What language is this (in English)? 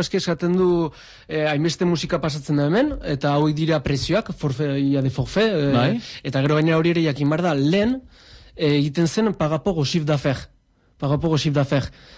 Basque